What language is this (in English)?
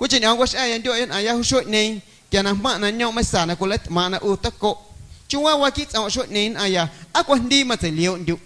Guerrero Amuzgo